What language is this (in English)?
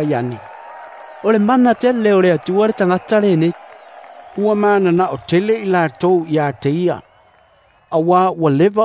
Samoan